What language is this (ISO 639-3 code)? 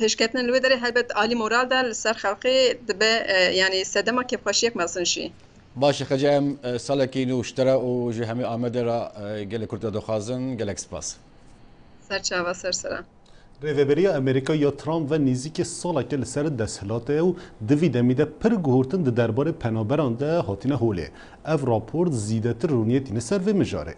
kur